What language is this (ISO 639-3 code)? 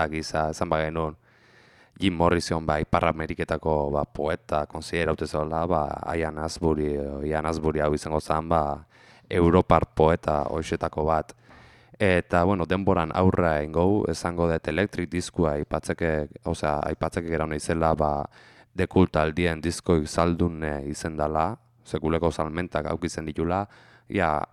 eus